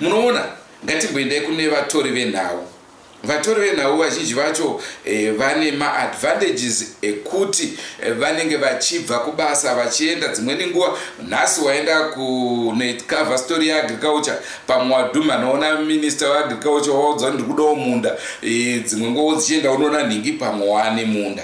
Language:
Shona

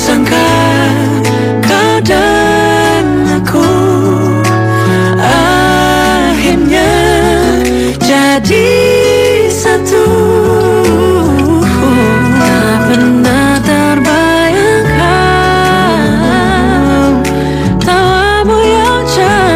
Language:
Indonesian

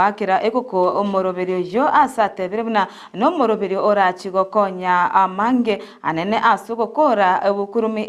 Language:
Gusii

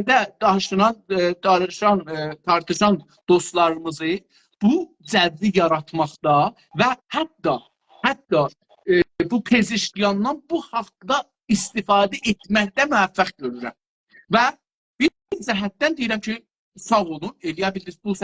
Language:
South Azerbaijani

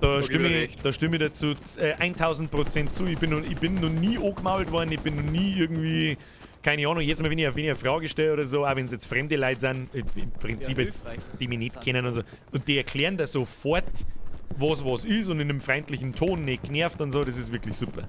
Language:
Bavarian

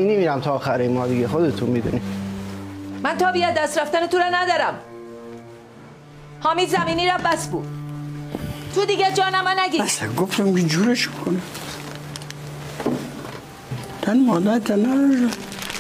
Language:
Persian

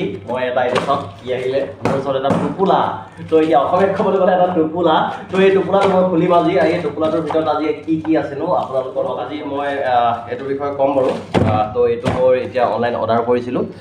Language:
Assamese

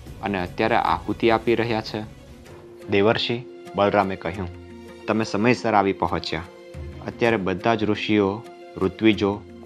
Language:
Gujarati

